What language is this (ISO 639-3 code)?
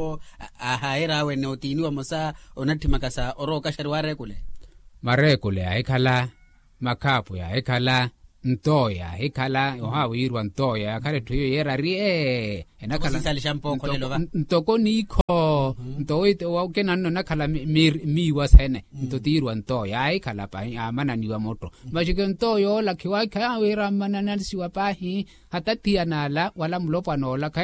vmw